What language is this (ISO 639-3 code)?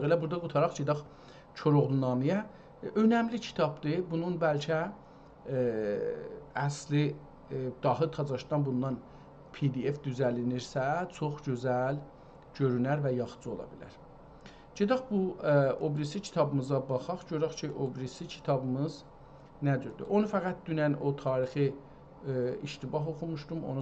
azb